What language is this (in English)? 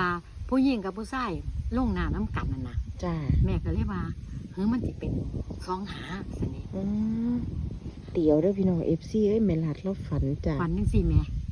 Northeastern Thai